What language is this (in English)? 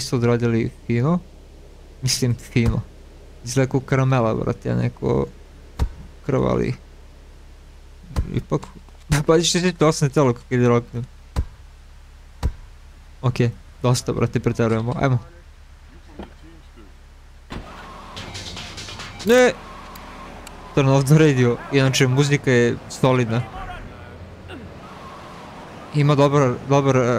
Croatian